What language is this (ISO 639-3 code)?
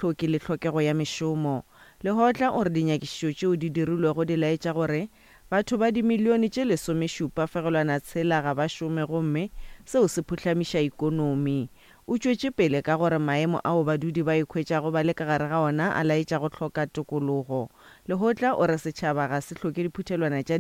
nso